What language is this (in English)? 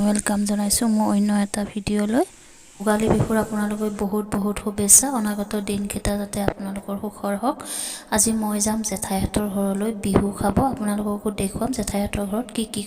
Assamese